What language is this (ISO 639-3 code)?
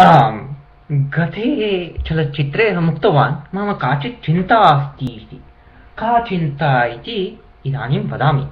san